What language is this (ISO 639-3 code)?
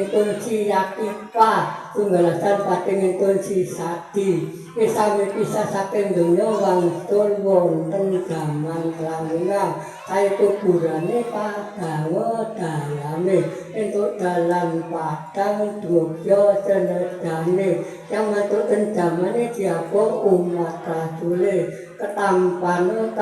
jav